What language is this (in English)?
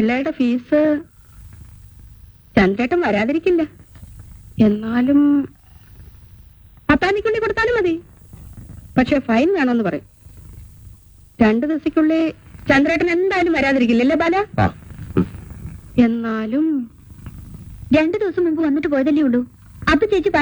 Malayalam